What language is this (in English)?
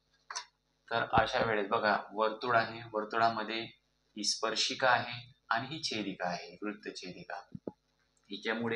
Marathi